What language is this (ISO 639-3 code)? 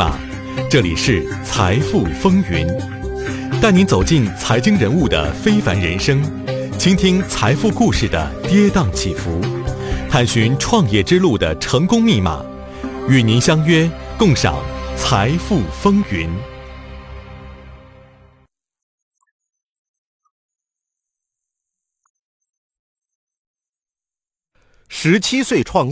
zho